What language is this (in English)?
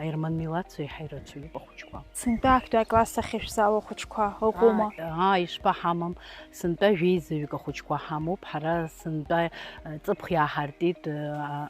Abkhazian